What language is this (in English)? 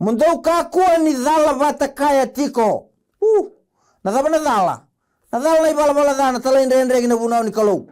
Fijian